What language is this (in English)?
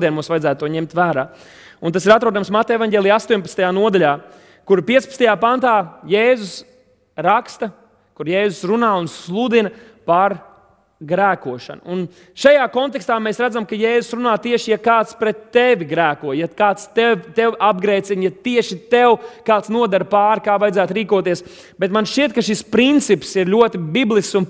Latvian